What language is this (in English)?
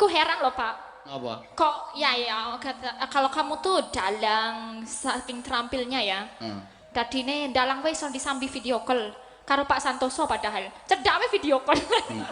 Javanese